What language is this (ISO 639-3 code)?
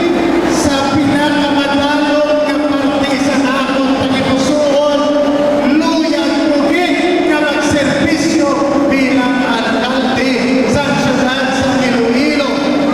hil